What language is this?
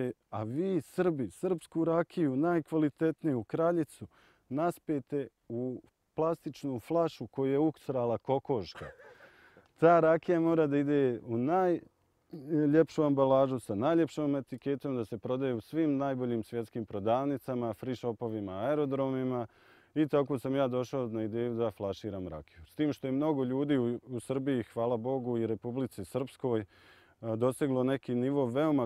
Bosnian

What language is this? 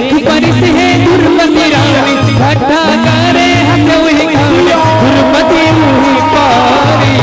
Chhattisgarhi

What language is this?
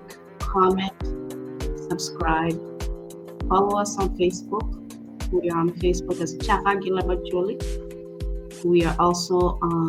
Acoli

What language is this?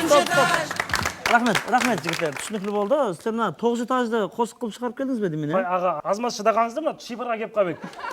Kara-Kalpak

